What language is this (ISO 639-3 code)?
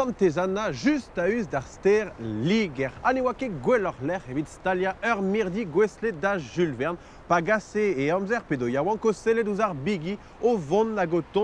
bre